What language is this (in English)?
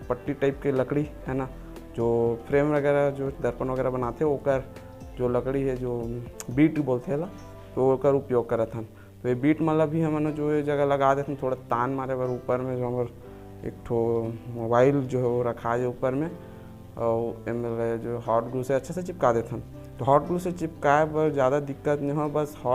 Chhattisgarhi